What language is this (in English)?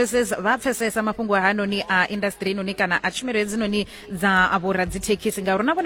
Venda